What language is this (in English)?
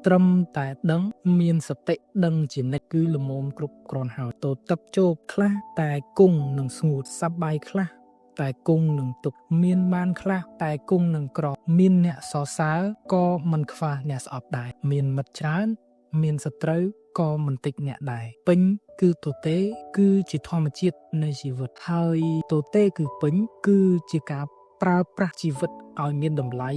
Khmer